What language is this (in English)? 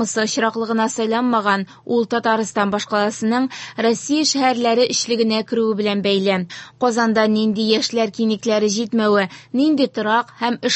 Tatar